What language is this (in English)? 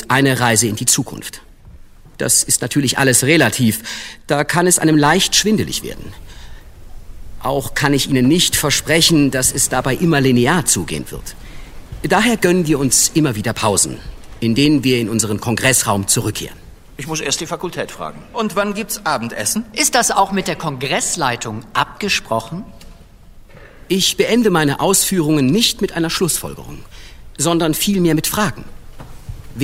German